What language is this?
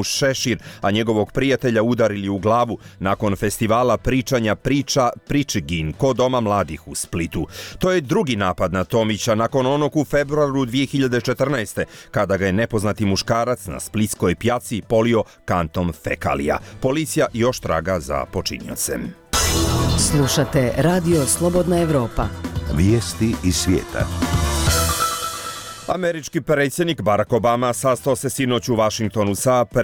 Bosnian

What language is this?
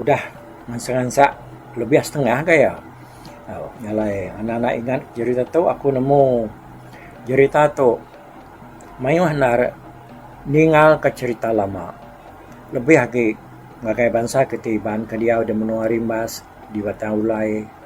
Iban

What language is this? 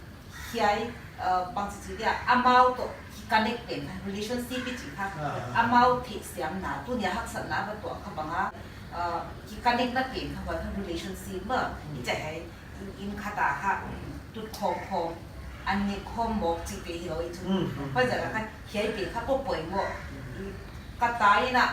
Paite Chin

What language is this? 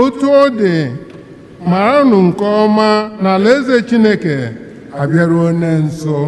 Igbo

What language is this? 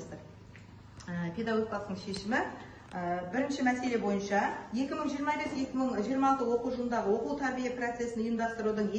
Kazakh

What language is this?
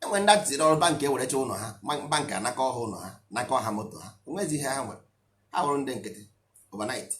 Igbo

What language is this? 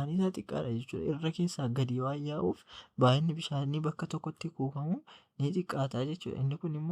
Oromo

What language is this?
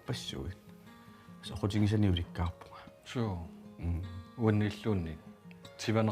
Kalaallisut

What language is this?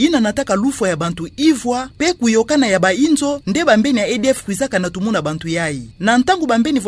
Kituba (Democratic Republic of Congo)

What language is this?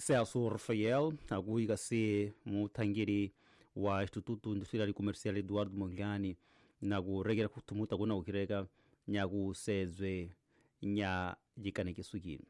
Tsonga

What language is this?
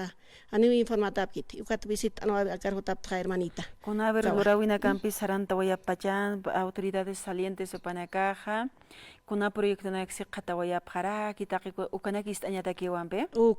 Aymara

